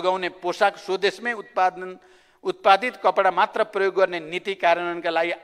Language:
Nepali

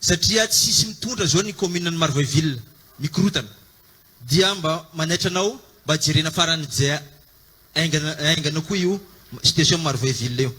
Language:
Malagasy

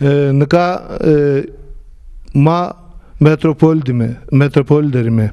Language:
Zaza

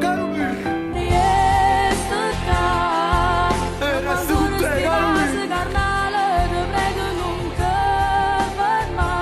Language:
Neapolitan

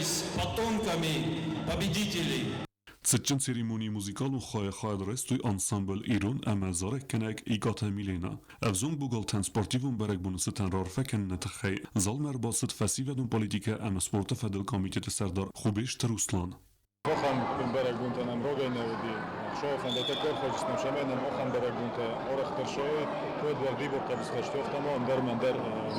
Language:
Ossetic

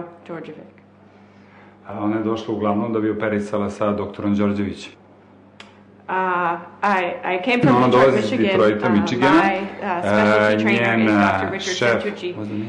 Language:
Serbian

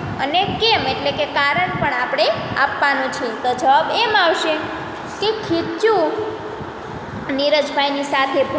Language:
Gujarati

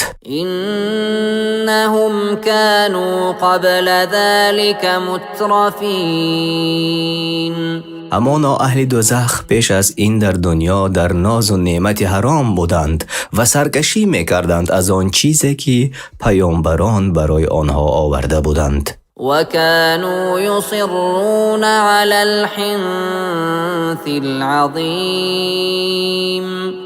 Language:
Persian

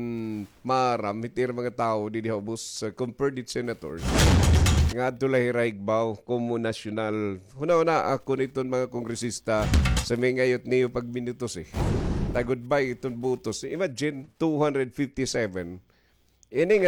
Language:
Waray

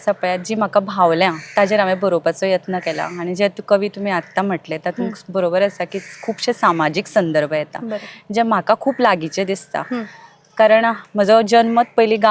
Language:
Konkani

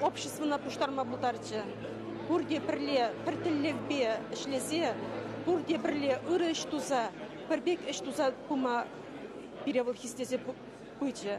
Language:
Chuvash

